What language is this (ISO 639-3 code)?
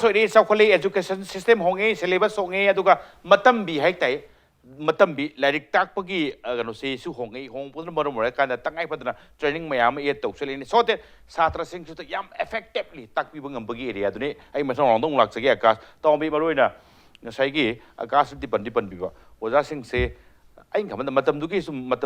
mni